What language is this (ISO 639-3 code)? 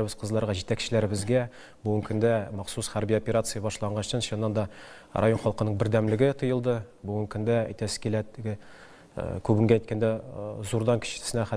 tat